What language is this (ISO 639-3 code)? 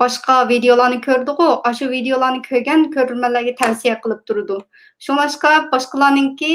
uig